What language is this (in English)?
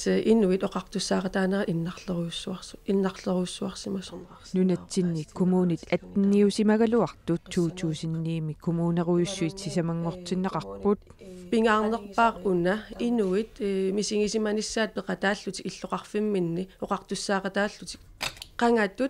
Kalaallisut